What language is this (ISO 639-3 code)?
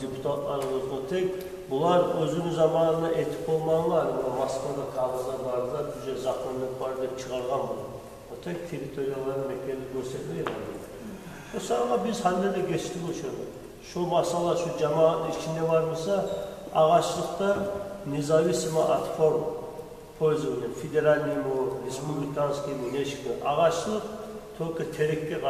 kum